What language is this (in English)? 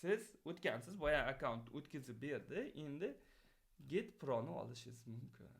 Uzbek